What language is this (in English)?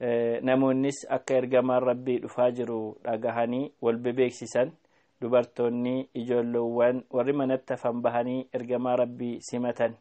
Oromo